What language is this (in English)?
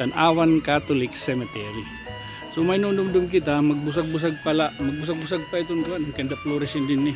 Waray